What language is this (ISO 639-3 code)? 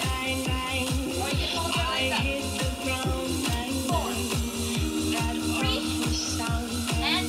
eng